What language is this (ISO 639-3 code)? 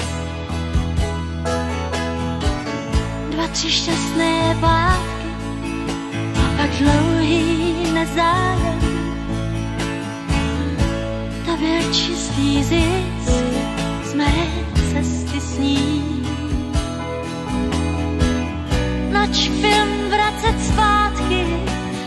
ces